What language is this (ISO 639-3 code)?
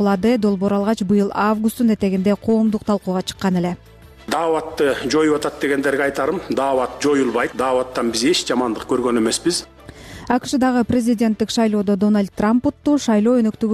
kir